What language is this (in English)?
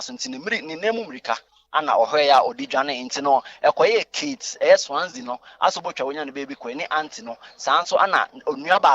Akan